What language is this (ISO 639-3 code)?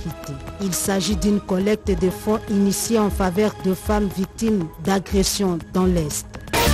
fra